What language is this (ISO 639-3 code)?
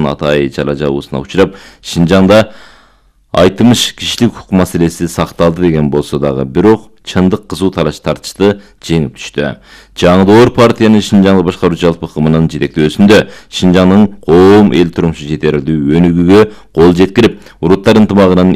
kir